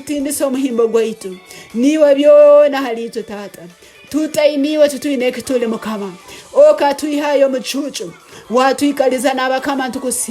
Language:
Tooro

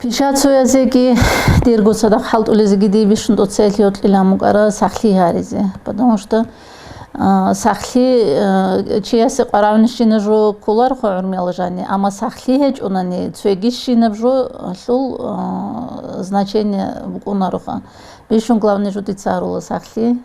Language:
Avaric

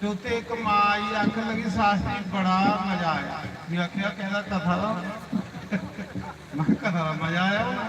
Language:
Dogri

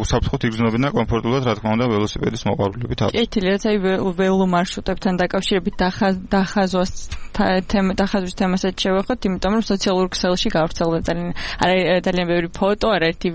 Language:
Georgian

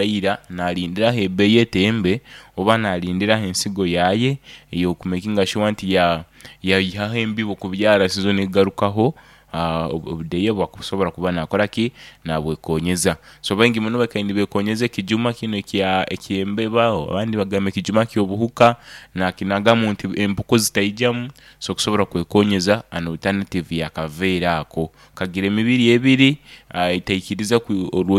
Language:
Nyoro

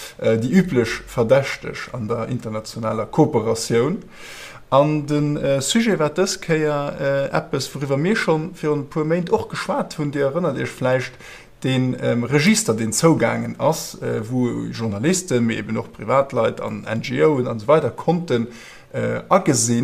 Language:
Luxembourgish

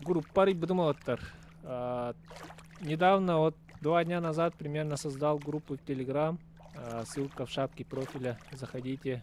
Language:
Yakut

